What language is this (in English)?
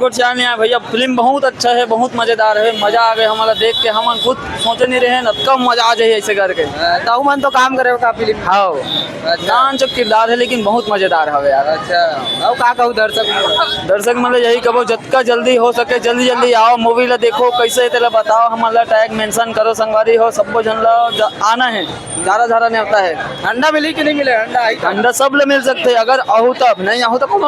Chhattisgarhi